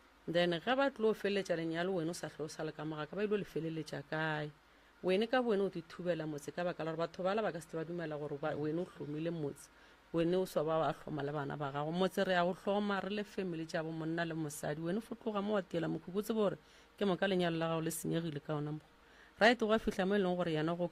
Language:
Northern Sotho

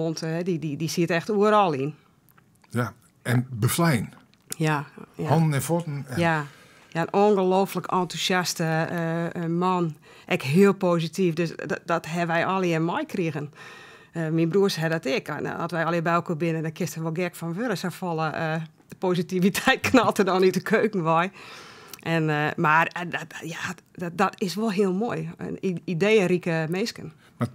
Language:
Western Frisian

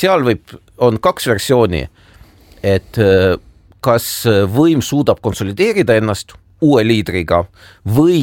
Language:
Estonian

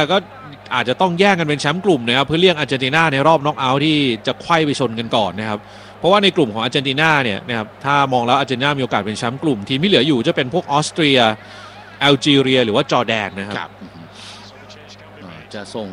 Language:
Thai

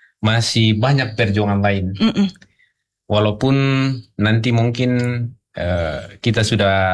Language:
Indonesian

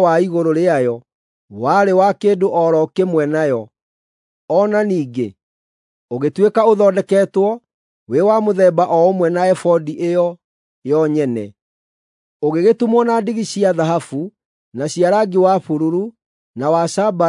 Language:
Kikuyu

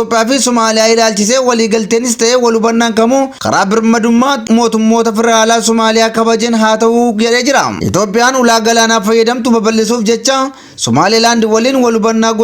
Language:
Oromo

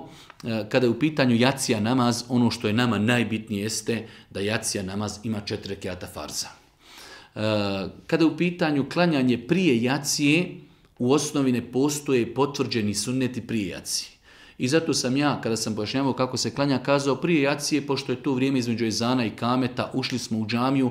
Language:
Bosnian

